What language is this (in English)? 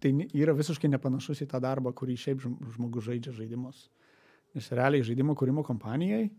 Lithuanian